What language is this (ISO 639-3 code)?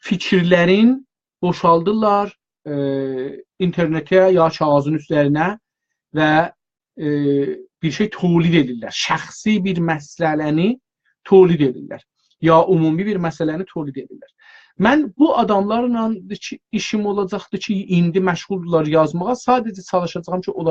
azb